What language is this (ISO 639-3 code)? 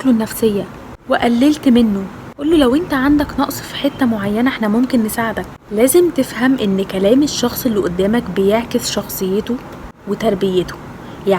arz